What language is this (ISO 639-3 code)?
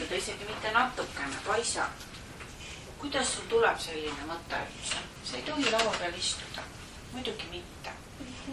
est